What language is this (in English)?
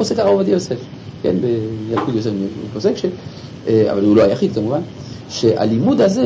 Hebrew